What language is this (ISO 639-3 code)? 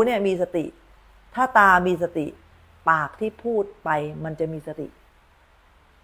tha